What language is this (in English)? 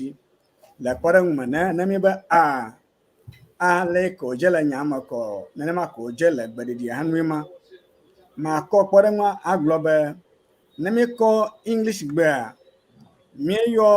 Ewe